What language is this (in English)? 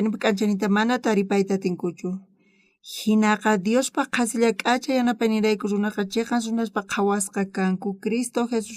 South Bolivian Quechua